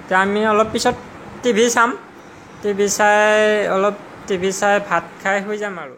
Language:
Assamese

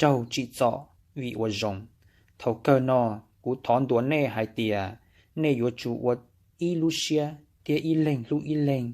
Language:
Hmong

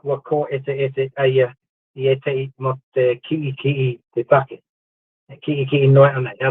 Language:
Māori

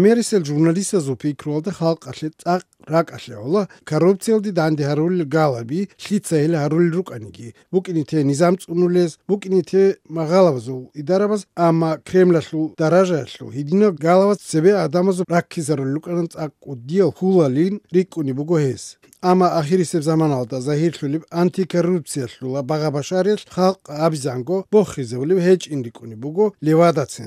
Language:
Avaric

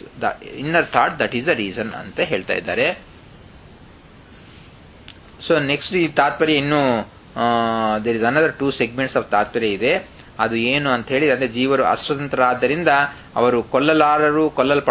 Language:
Kannada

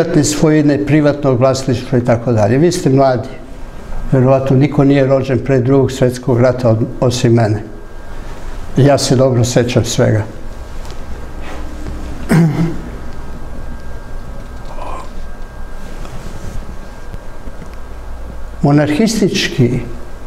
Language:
Serbian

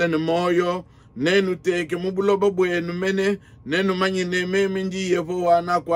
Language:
Luba-Lulua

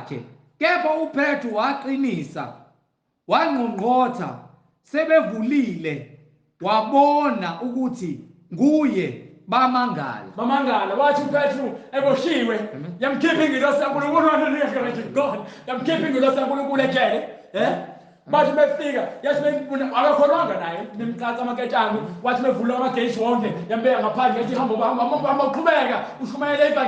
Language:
Zulu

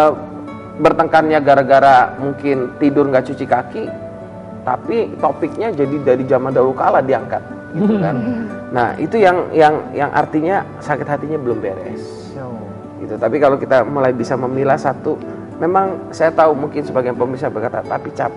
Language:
Indonesian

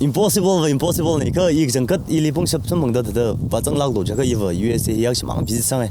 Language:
Tangkhul Naga (India)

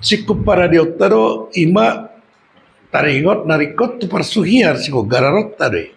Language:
Batak Toba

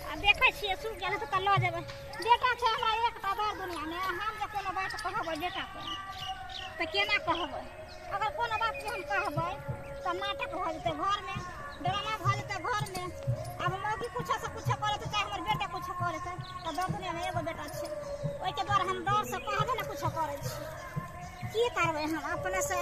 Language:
Maithili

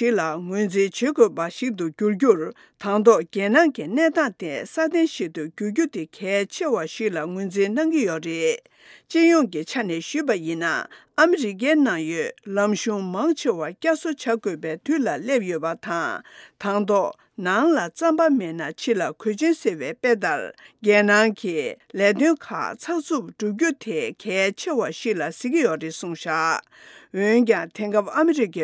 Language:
Tibetan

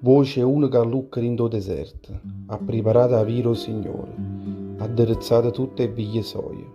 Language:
Neapolitan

